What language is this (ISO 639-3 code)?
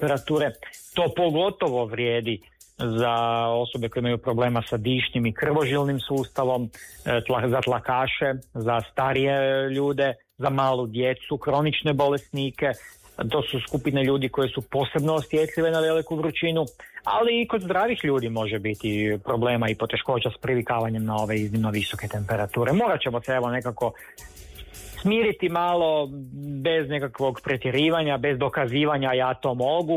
hrv